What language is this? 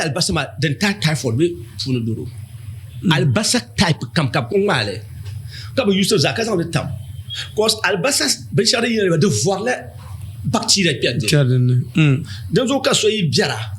Dagbani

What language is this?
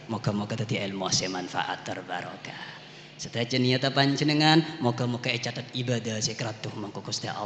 Madurese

